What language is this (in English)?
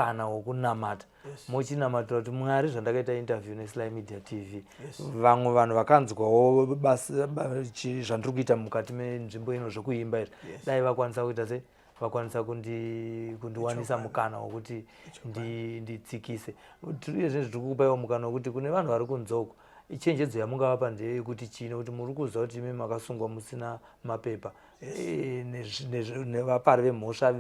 Shona